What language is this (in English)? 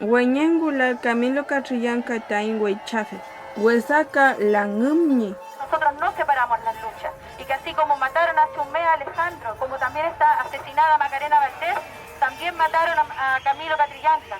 Mapuche